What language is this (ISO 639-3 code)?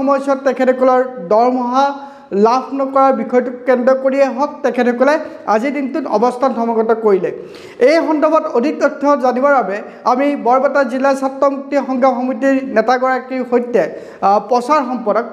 asm